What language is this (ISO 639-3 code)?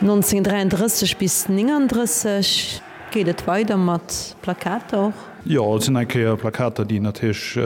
ltz